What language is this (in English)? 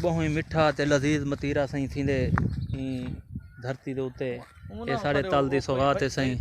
Saraiki